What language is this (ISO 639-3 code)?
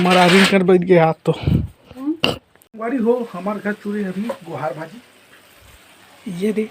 hne